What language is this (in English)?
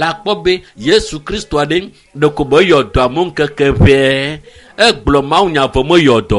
Ewe